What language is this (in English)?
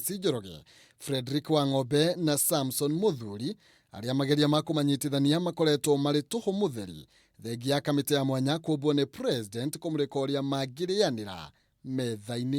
Kikuyu